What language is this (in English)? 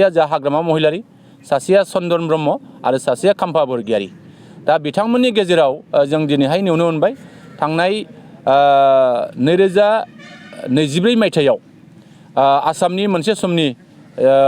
Bodo